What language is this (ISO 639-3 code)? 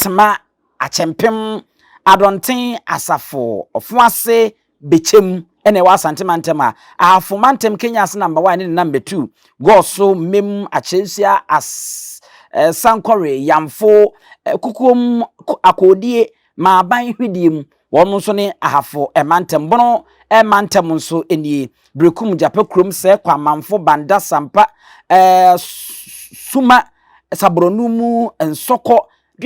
aka